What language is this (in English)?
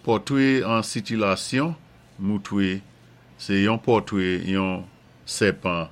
Saint Lucian Creole French